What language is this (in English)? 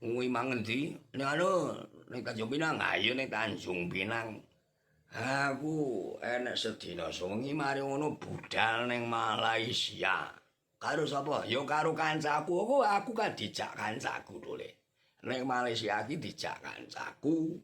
Javanese